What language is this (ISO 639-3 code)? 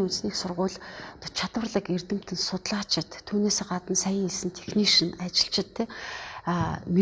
mon